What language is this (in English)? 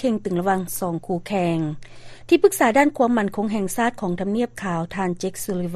Lao